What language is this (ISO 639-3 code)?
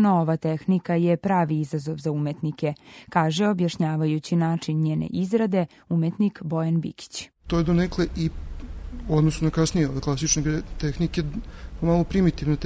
srp